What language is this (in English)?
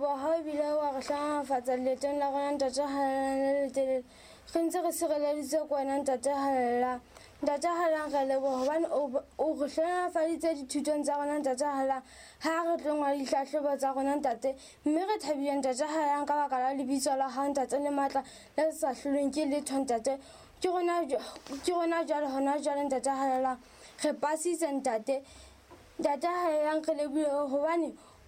Southern Sotho